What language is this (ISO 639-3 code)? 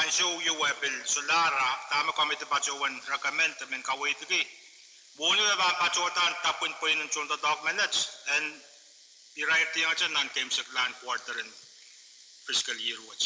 pon